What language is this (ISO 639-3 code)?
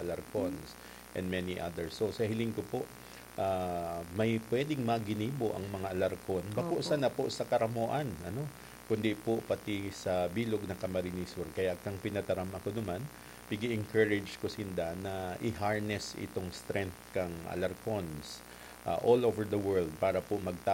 bik